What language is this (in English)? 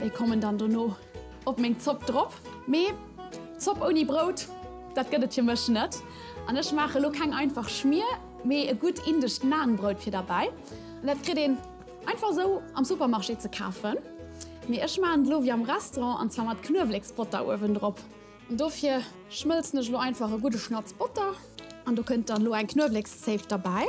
Luxembourgish